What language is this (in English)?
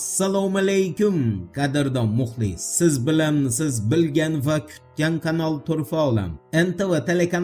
Uzbek